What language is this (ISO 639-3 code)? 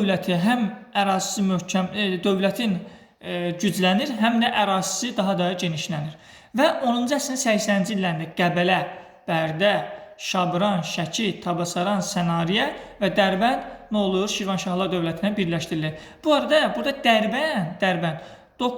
aze